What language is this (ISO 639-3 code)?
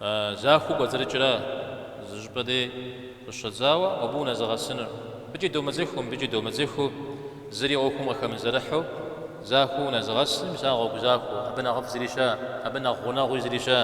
kbd